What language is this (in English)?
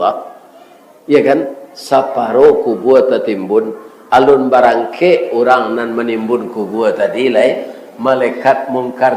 Minangkabau